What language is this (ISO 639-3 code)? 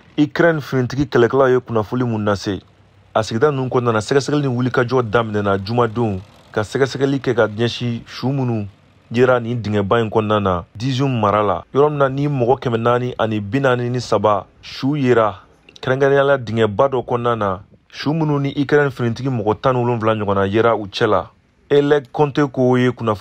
bam